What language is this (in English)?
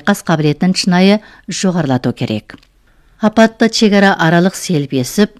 Kazakh